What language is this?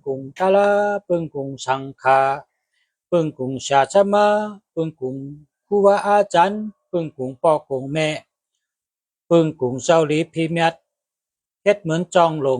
Shan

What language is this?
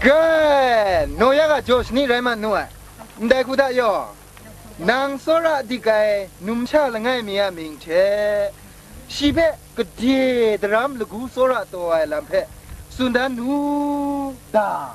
Kachin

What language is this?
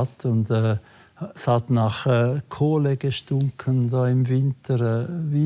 Swiss German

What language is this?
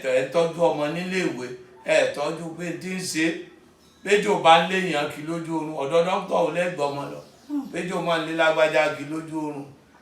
Yoruba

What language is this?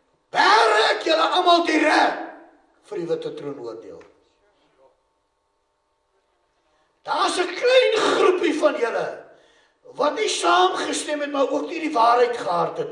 Afrikaans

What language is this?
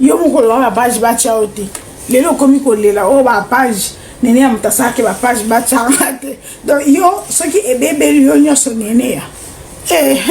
Lingala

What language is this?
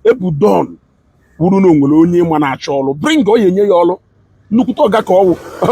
Igbo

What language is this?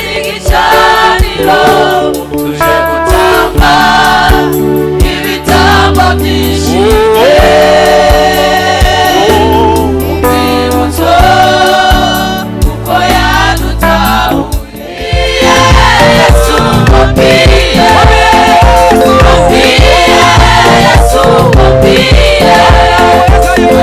Kinyarwanda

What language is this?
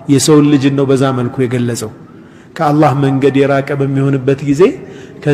Amharic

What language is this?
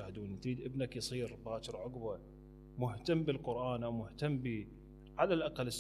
Mesopotamian Arabic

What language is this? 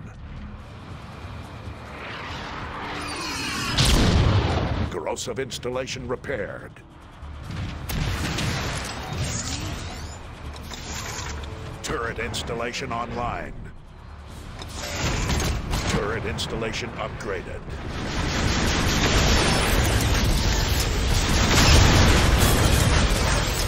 English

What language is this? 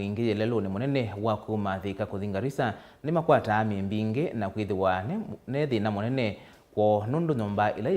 Kamba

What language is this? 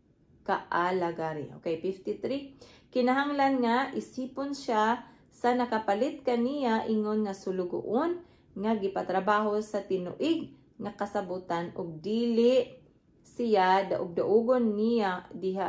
Cebuano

